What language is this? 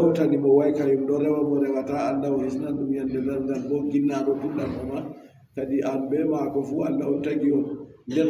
Adamawa Fulfulde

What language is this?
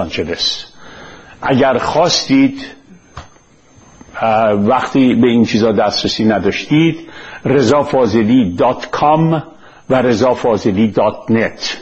Persian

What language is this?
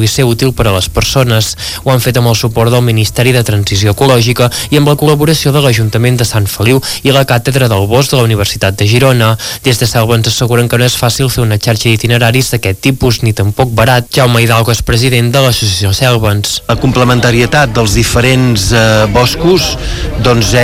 Catalan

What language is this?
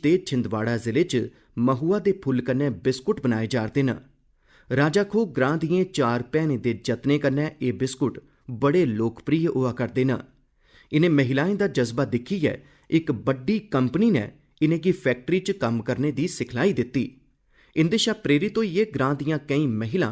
Dogri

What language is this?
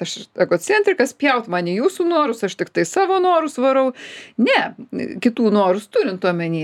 Lithuanian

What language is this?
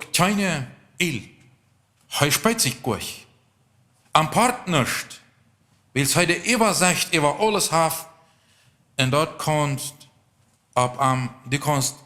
Plautdietsch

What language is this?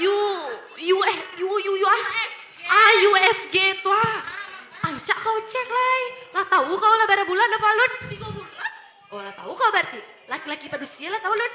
Minangkabau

